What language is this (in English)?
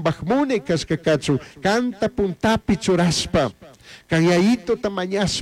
Chimborazo Highland Quichua